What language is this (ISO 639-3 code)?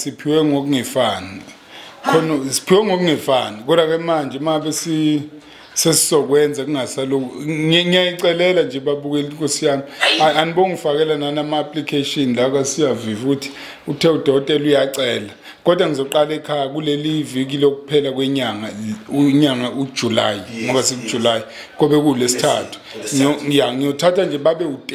zul